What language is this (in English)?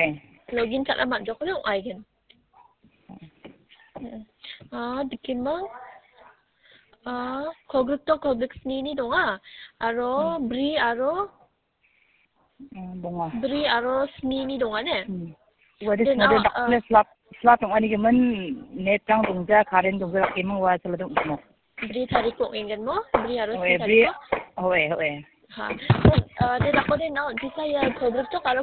Khasi